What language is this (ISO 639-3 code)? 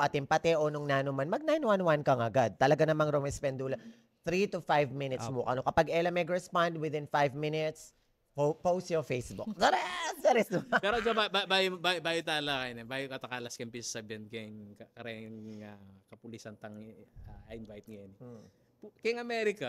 pam